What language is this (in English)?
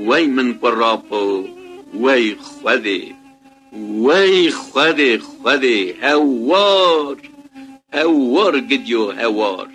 Kurdish